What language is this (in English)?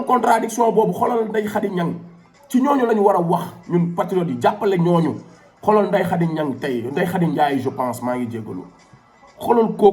Wolof